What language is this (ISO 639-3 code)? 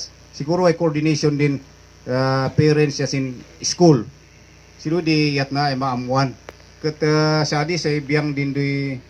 kne